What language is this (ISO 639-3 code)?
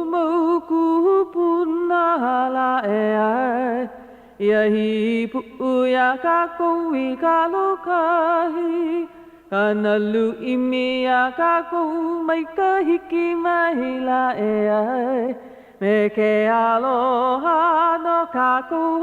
haw